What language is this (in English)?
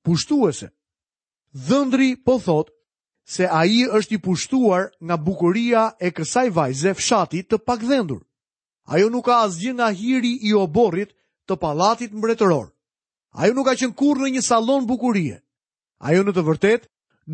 Albanian